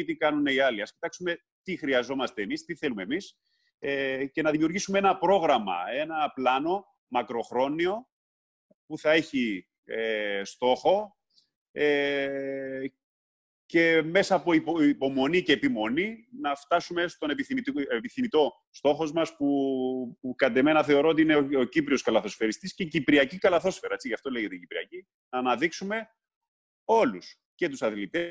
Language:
Greek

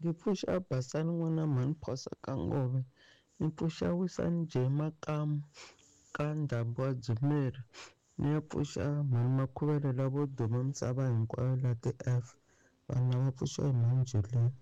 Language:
Tsonga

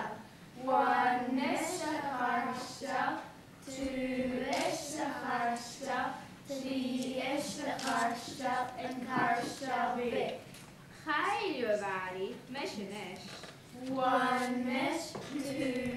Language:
Scottish Gaelic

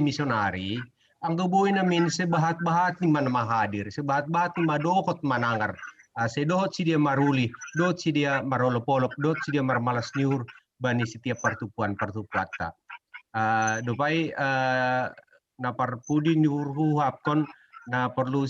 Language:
Batak Simalungun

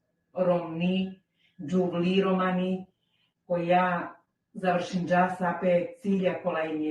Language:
Balkan Romani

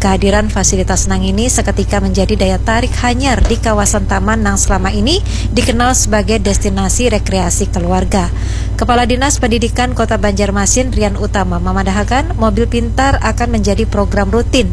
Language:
Banjar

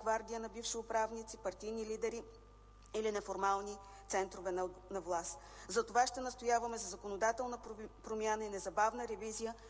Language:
Bulgarian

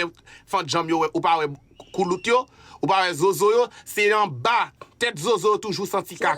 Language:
Haitian Creole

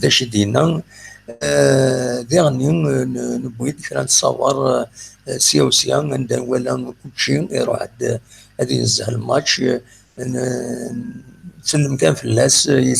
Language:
Kabyle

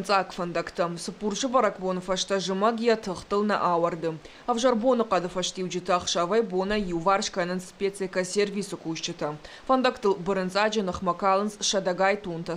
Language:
Ossetic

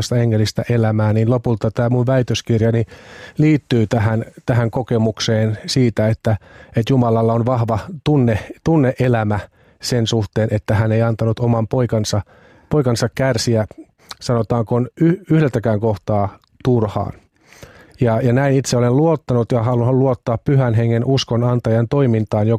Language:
Finnish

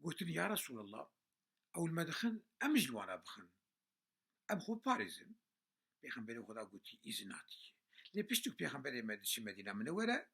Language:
Kurdish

